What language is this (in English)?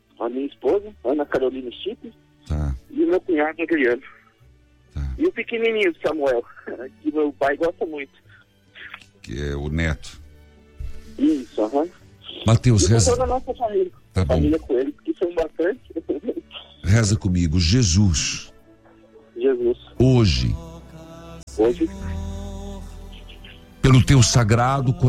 Portuguese